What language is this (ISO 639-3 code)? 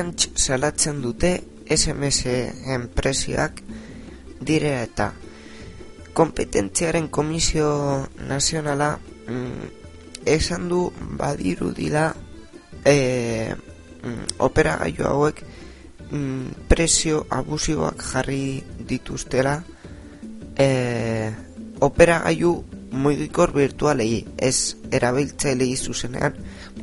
eus